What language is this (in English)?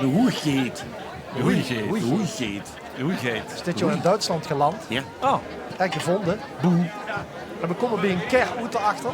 Limburgish